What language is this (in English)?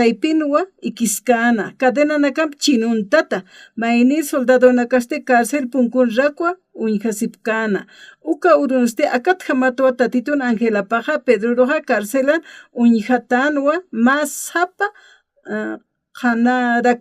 Aymara